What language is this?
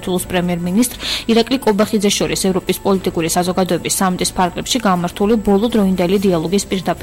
Georgian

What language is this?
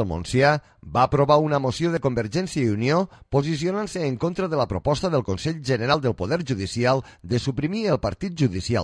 Catalan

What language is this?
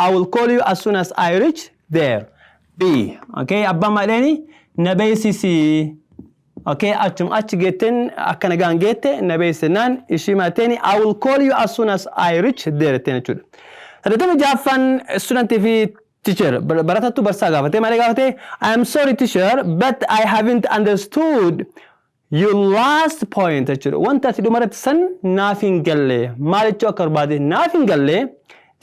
Oromo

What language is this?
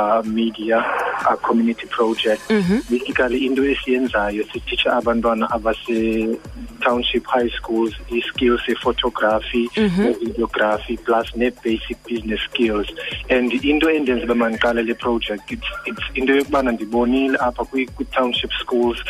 Xhosa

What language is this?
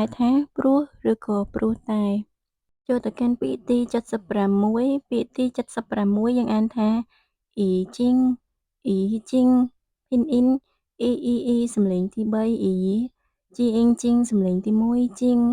Khmer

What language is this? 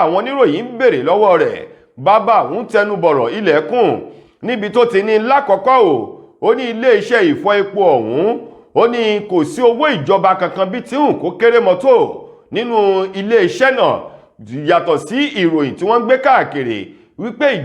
Yoruba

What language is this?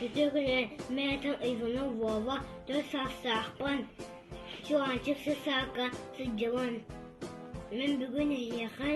Yakut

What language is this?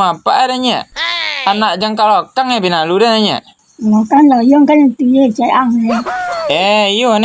Minangkabau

